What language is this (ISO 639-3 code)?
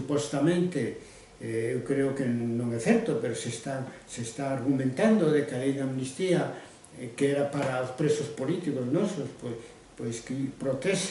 glg